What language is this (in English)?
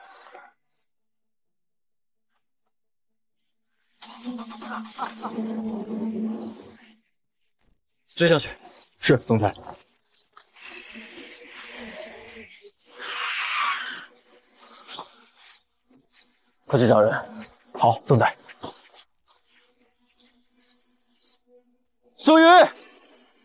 Chinese